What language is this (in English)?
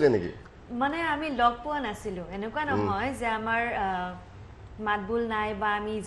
Assamese